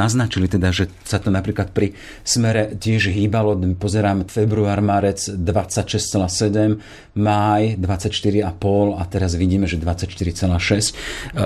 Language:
Slovak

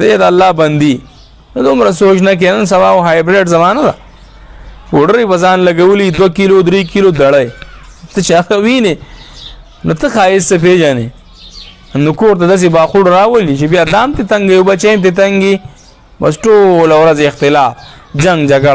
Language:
Pashto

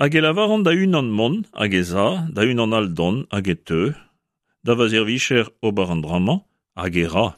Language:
Breton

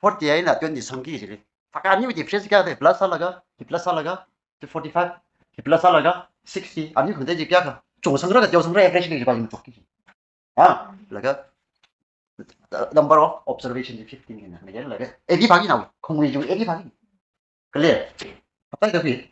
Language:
Tangkhul Naga (India)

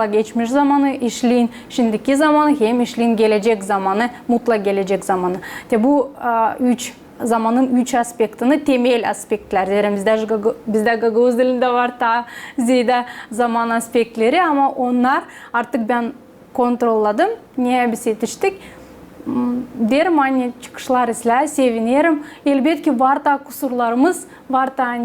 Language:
Gagauz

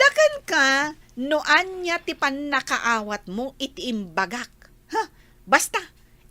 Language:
Iloko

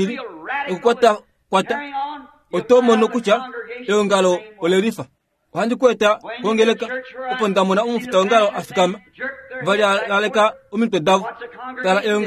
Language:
Kuanyama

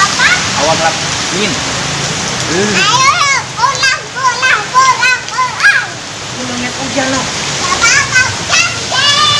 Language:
Betawi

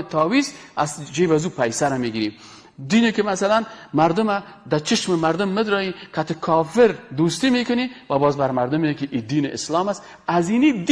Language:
Persian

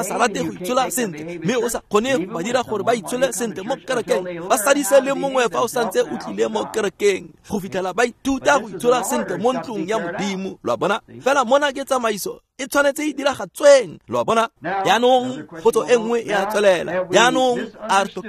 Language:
Tswana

